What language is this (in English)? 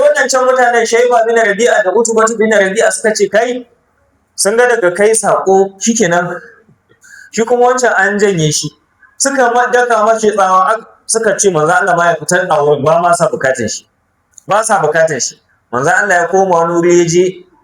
Hausa